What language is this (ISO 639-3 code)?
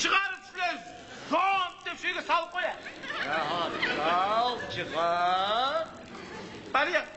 kum